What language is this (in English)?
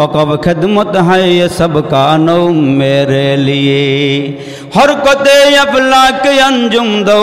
Bangla